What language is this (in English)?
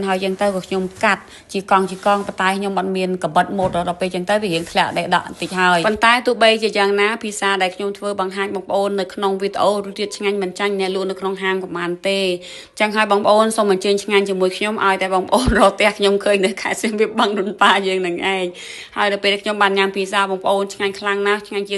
Khmer